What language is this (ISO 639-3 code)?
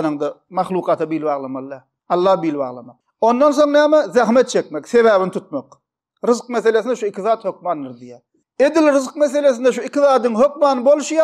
tuk